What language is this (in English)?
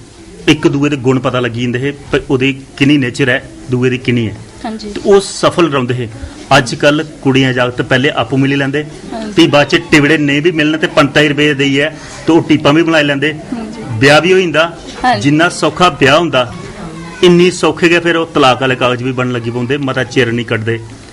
Dogri